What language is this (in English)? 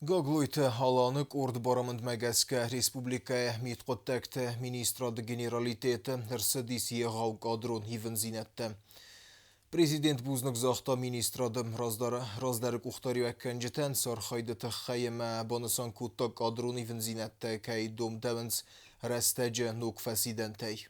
Ossetic